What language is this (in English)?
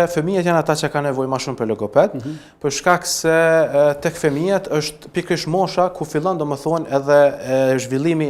Albanian